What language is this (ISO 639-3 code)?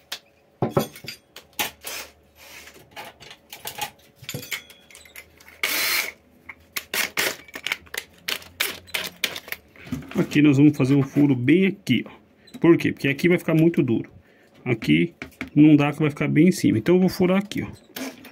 por